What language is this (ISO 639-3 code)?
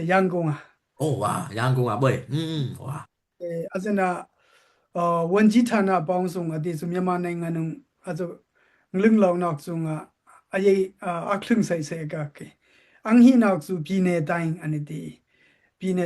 dao